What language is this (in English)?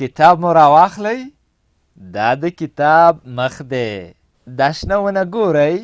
Pashto